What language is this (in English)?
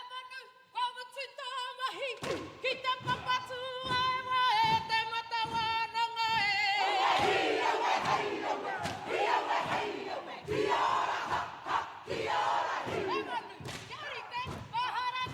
Māori